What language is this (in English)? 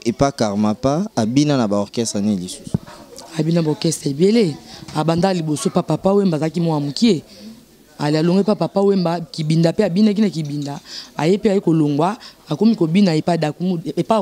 Lingala